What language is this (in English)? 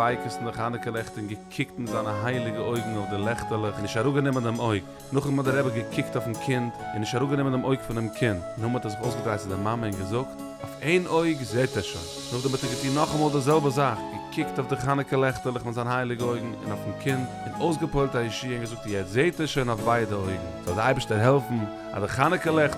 Yiddish